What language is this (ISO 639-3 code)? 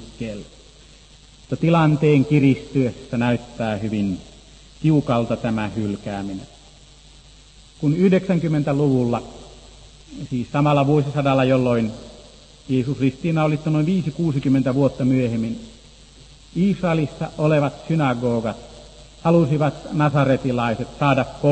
fin